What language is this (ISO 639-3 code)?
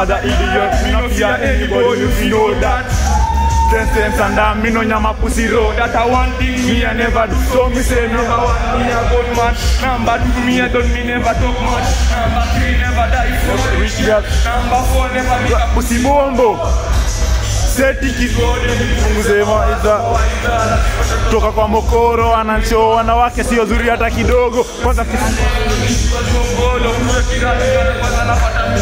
swa